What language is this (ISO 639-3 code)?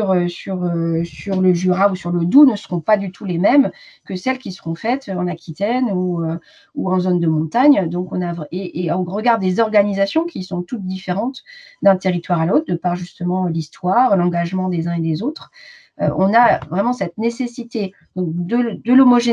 fra